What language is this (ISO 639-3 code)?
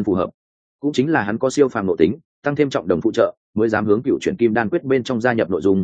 vie